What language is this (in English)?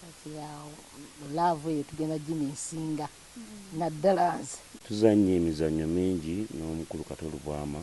Ganda